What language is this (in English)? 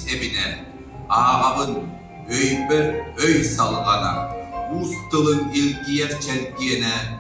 Yakut